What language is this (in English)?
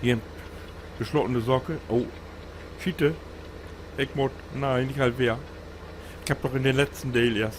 Low German